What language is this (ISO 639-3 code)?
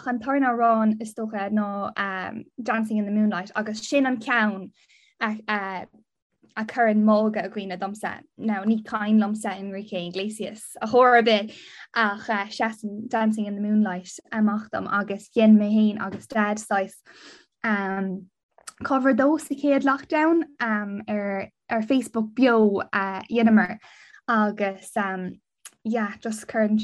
gle